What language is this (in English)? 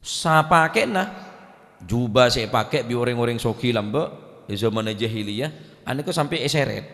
Madurese